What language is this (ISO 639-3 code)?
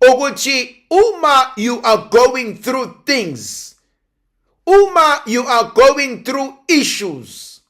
zul